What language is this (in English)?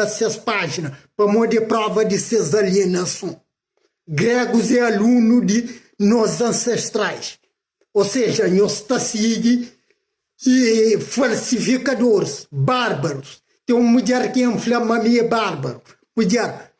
Kabuverdianu